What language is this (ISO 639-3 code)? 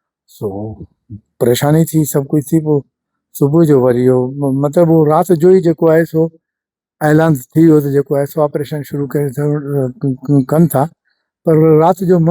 snd